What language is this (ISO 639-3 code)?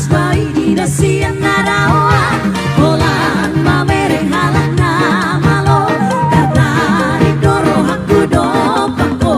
bbc